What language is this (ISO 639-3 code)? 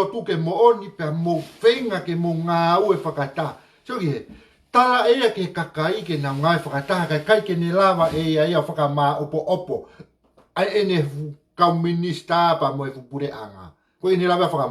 ton